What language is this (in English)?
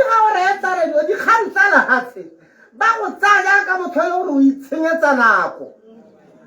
Tswana